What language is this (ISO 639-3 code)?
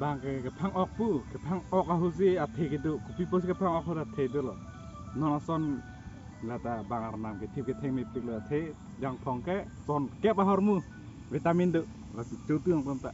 mjw